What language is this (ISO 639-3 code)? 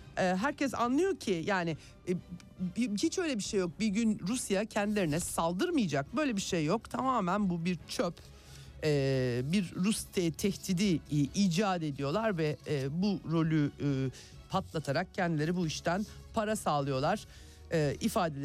tur